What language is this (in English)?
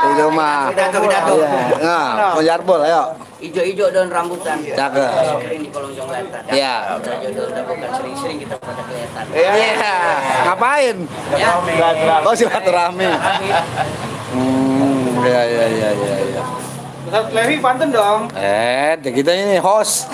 Betawi